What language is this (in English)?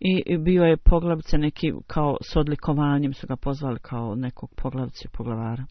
Bosnian